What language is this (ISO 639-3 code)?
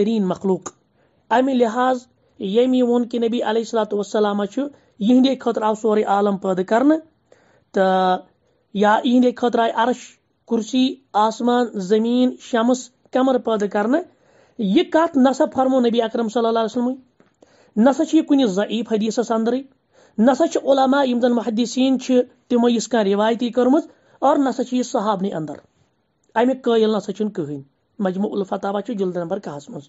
kas